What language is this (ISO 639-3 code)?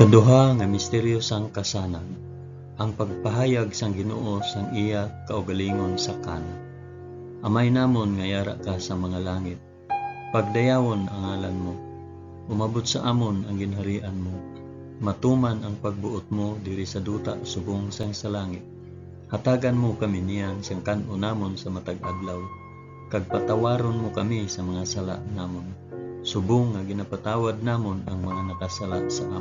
hil